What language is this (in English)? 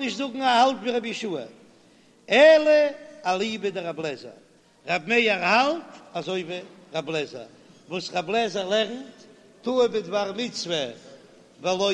Yiddish